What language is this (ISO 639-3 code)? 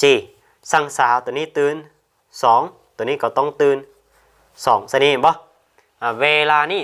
lao